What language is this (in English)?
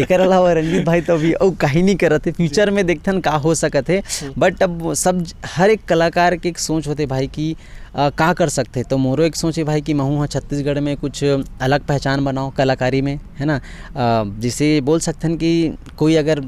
Chhattisgarhi